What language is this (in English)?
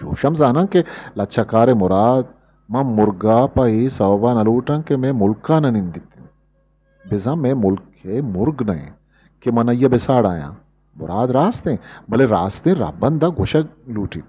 Eastern Balochi